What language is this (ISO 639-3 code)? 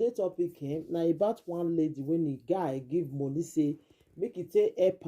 pcm